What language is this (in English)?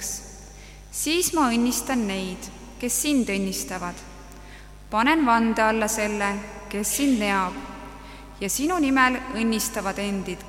Estonian